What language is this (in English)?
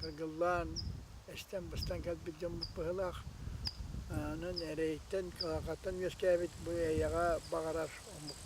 Yakut